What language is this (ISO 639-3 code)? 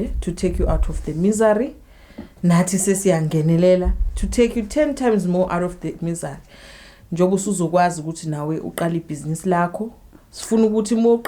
zul